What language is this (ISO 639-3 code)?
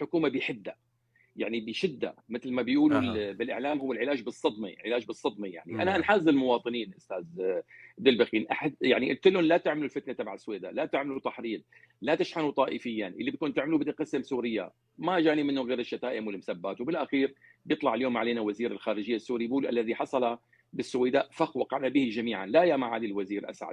apc